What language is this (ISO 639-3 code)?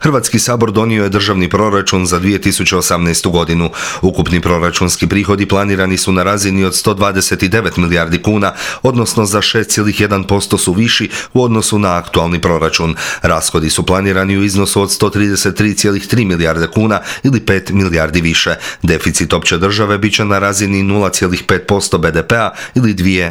hrv